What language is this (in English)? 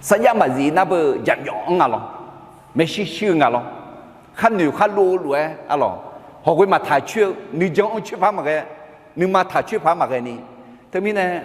Akha